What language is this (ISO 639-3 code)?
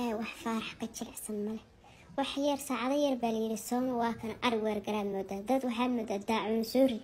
som